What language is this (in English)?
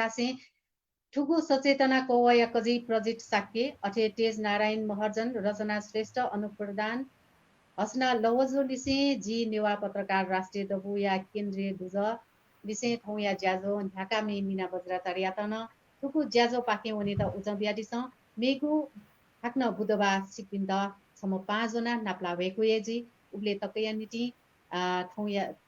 Newari